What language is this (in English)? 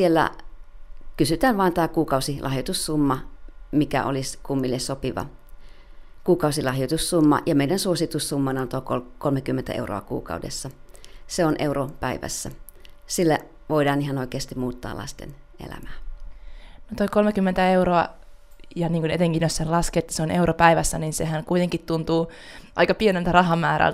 Finnish